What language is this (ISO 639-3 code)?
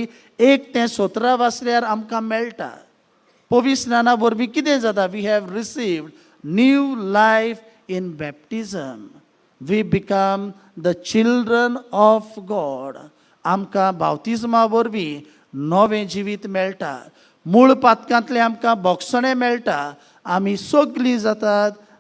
kok